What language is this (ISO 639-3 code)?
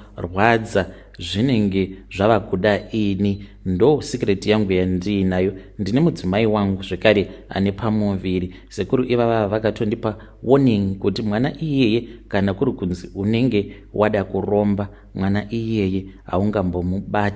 sna